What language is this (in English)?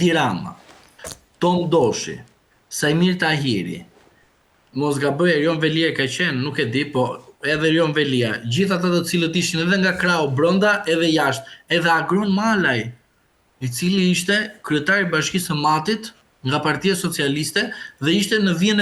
Albanian